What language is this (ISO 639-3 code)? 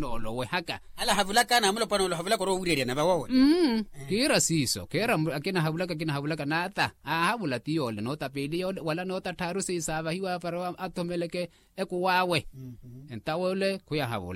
vmw